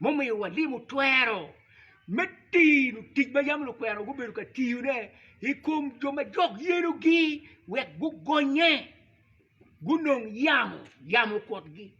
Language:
Acoli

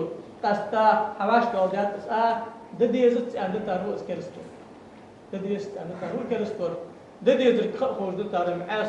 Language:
Ingush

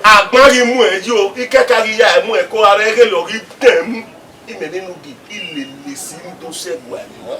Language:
Bini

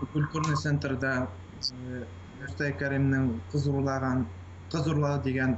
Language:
Bashkir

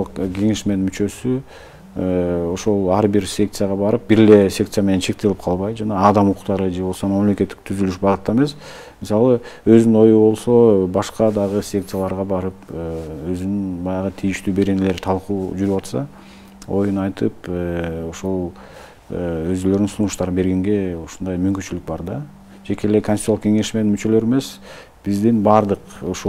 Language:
Kyrgyz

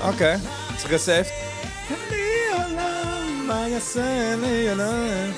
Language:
Yiddish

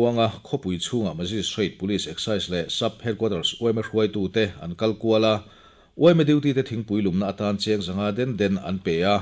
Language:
Mizo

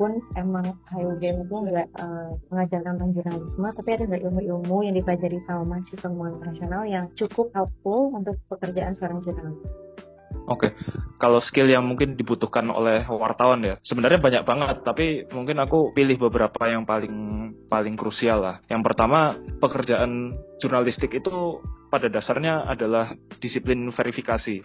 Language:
Indonesian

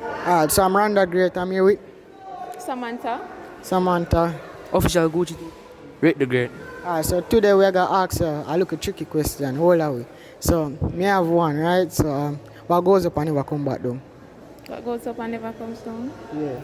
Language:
Jamaican Creole English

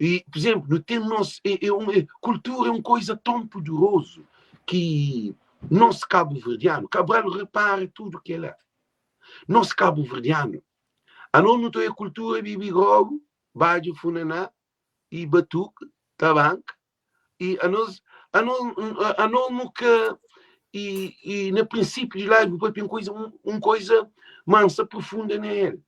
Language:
Kabuverdianu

